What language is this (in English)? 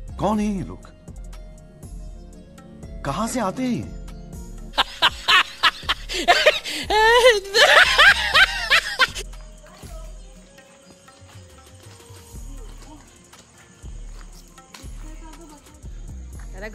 Marathi